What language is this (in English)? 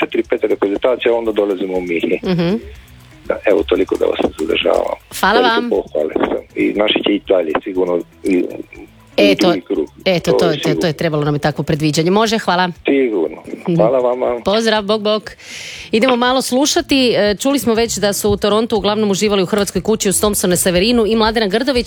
Croatian